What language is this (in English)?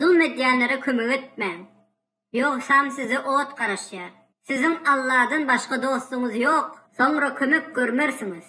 Turkmen